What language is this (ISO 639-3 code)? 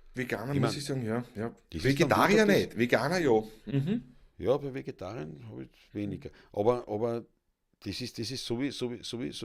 bar